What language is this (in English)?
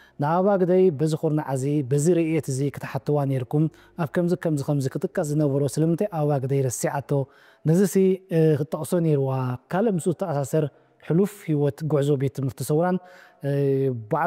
Tigrinya